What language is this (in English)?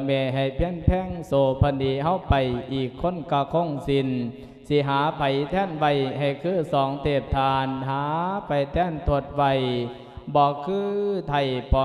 Lao